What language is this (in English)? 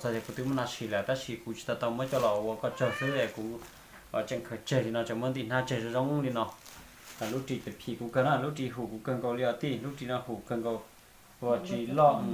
Hmong